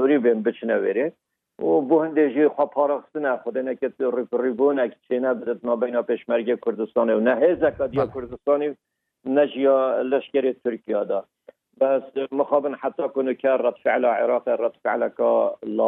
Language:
Kurdish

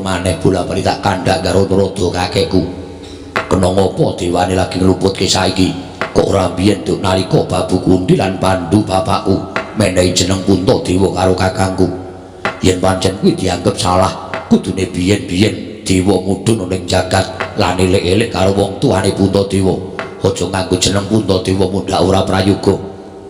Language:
Javanese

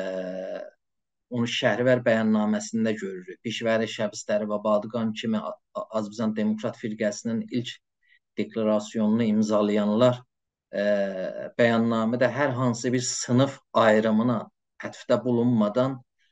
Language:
South Azerbaijani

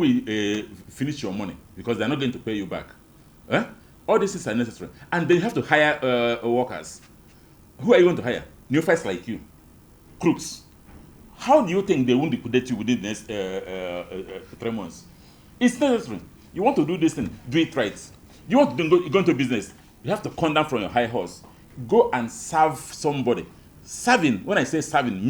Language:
Igbo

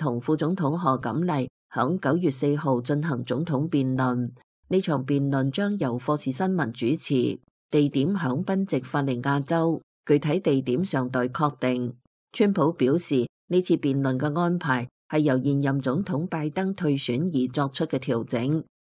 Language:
Cantonese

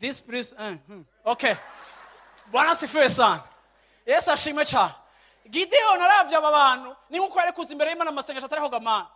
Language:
Rundi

